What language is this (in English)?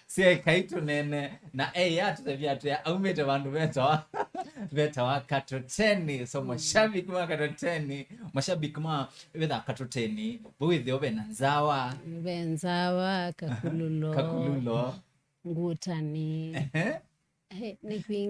Kamba